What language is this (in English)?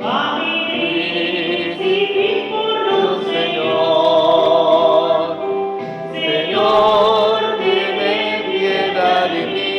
Papiamento